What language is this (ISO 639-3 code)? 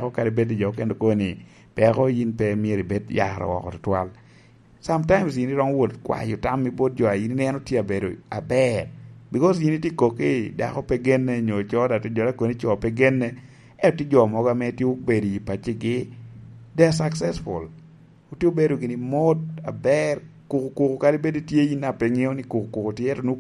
laj